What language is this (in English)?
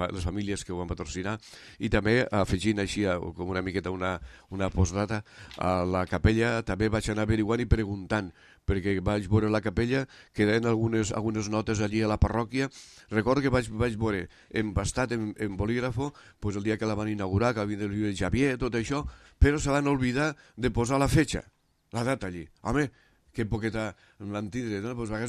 Catalan